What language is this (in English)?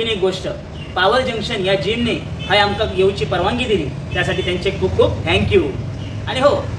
Konkani